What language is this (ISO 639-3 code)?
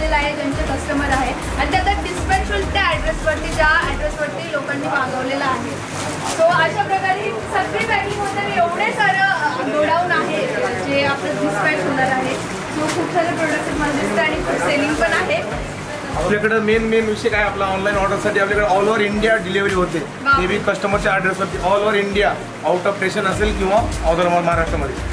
mar